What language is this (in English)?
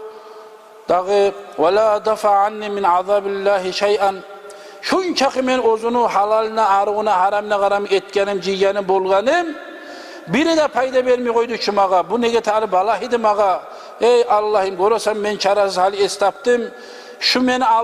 Kumyk